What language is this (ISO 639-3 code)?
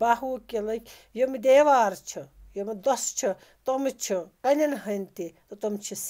kas